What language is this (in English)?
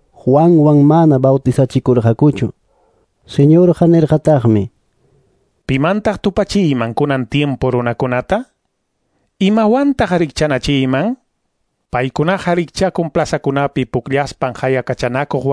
Quechua